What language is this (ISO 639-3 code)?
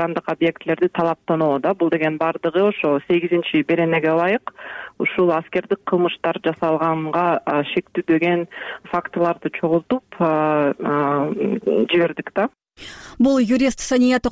kir